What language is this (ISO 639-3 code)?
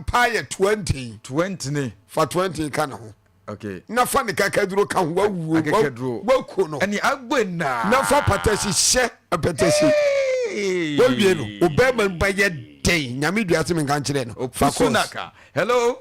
aka